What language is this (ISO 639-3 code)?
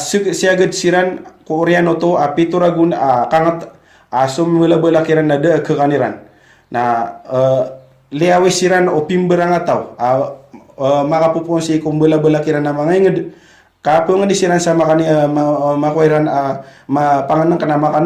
mrw